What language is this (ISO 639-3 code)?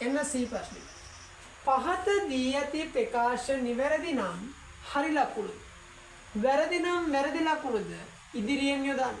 sin